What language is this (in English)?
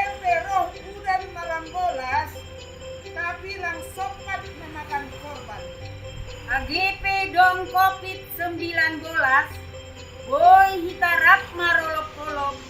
Batak Simalungun